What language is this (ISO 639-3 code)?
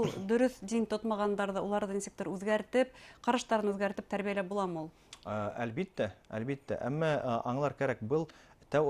bak